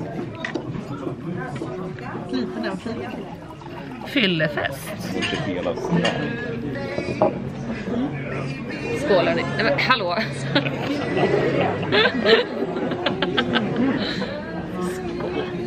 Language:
Swedish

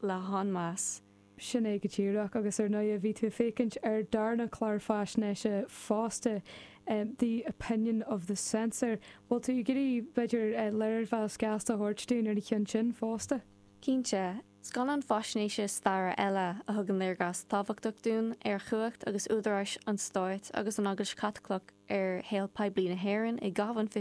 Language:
Irish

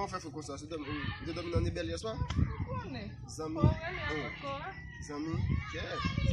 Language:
Haitian Creole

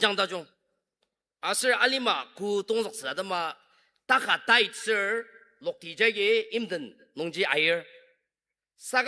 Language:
Ao Naga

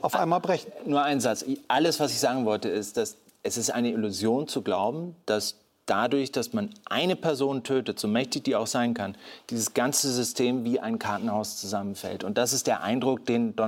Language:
German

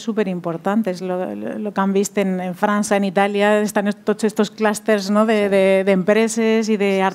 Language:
Catalan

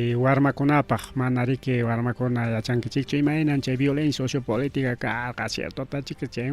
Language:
Ayacucho Quechua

